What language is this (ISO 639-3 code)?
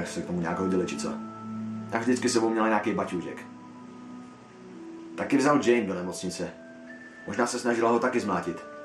ces